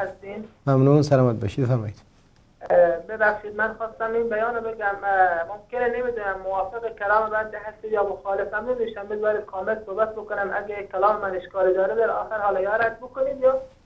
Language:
Persian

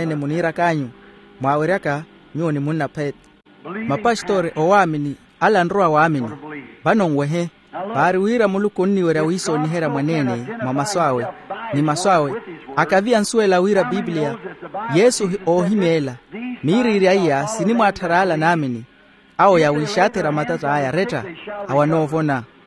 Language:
Makhuwa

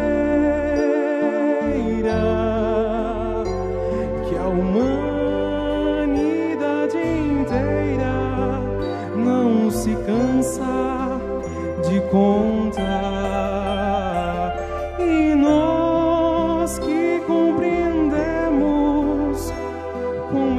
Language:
Portuguese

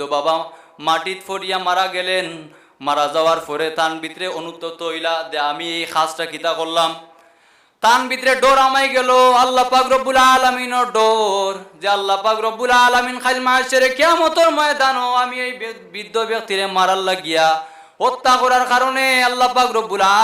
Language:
Sylheti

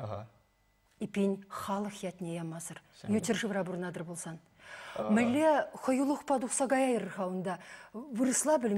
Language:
Chuvash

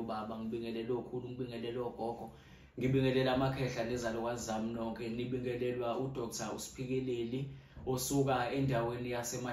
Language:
Zulu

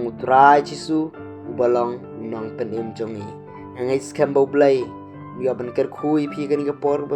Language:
Khasi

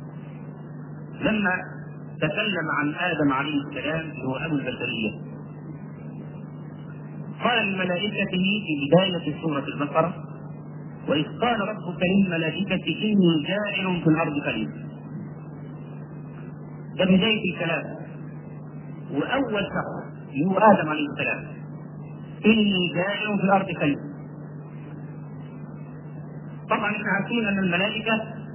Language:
Egyptian Arabic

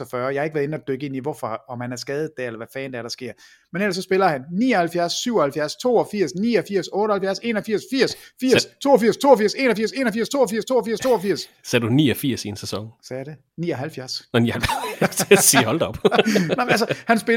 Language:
Danish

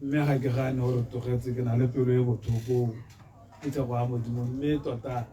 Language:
Tswana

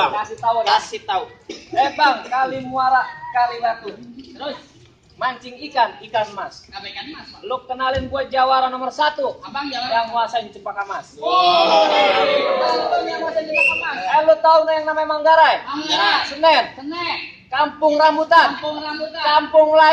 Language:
Betawi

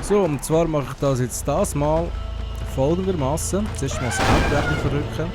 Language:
Swiss German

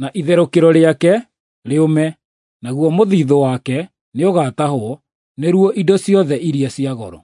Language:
Kikuyu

